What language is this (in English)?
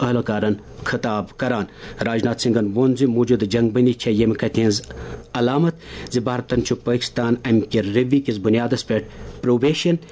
Kashmiri